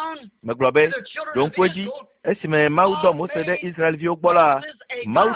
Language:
Ewe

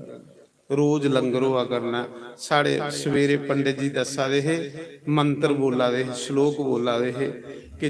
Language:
Dogri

